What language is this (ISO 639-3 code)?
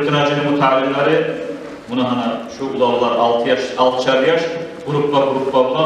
kum